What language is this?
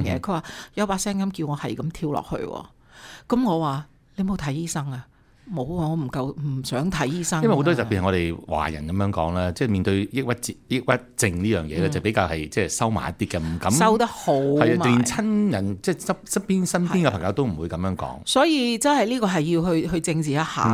Cantonese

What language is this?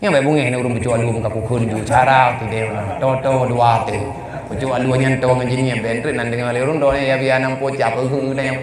Achinese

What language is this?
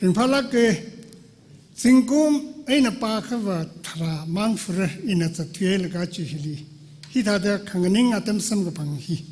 Tangkhul Naga (India)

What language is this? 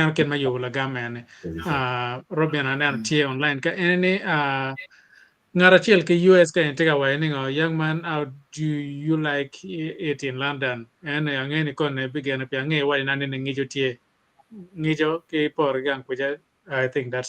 Acoli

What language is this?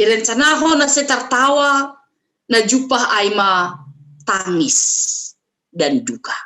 Batak Simalungun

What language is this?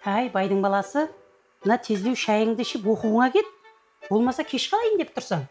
Kara-Kalpak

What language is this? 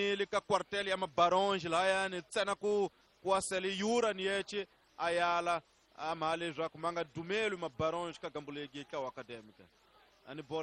Tsonga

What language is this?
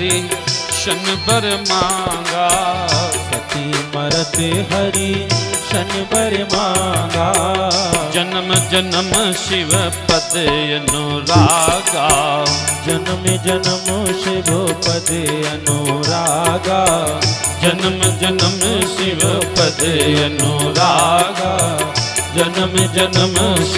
Hindi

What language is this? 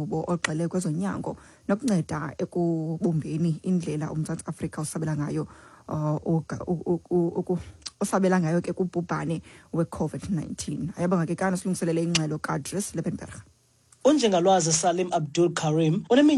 Xhosa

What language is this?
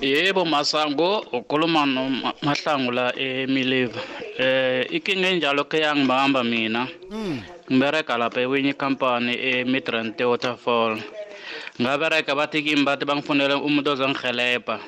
South Ndebele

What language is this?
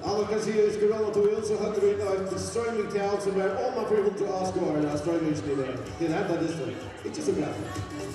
Faroese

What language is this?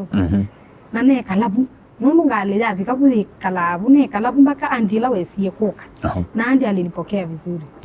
Kamba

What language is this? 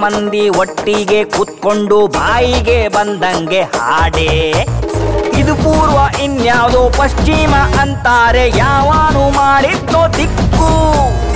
Kannada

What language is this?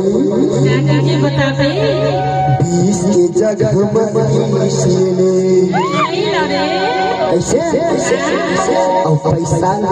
Chhattisgarhi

